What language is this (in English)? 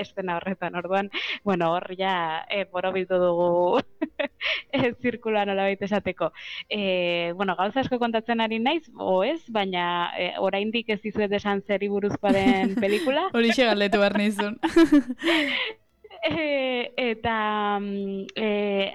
Basque